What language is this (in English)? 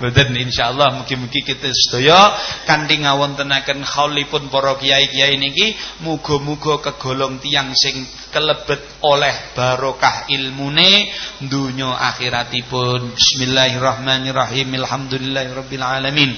Javanese